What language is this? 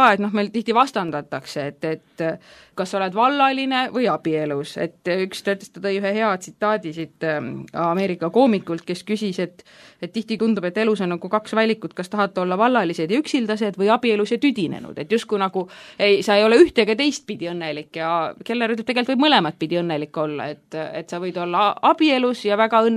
Estonian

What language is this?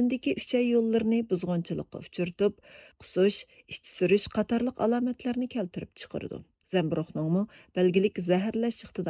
Uyghur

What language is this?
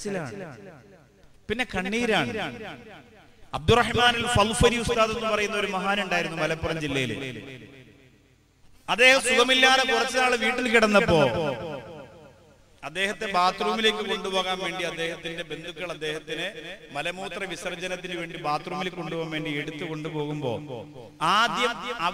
Malayalam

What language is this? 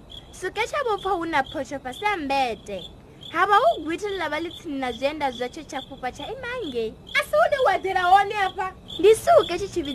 Venda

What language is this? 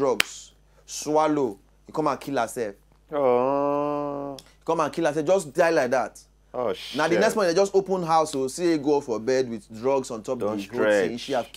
Nigerian Pidgin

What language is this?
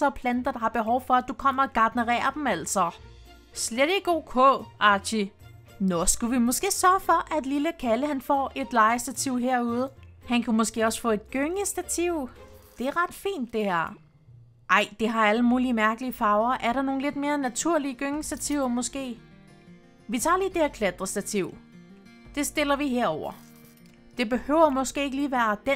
Danish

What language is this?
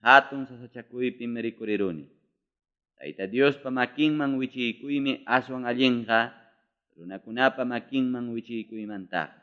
Ayacucho Quechua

